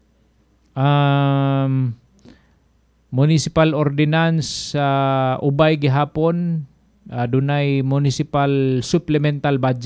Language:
Cebuano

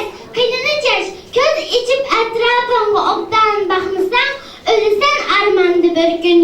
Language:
Uyghur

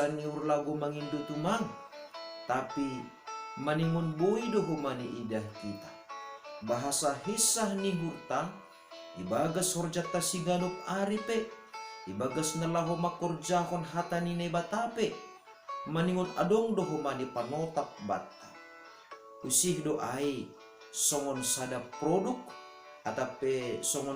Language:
Batak Simalungun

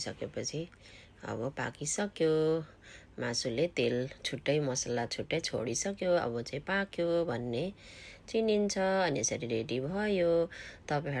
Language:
Nepali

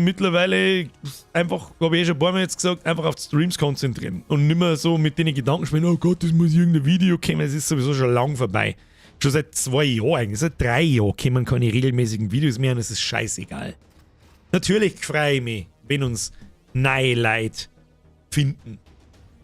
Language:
Bavarian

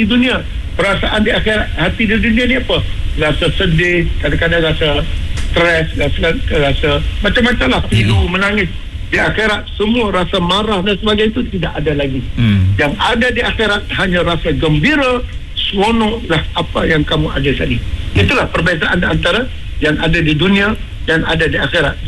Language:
Malay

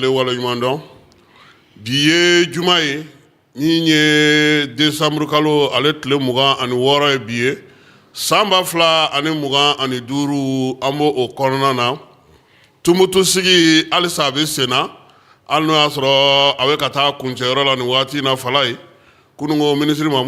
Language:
Bambara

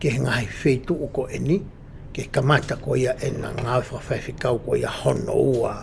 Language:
Tongan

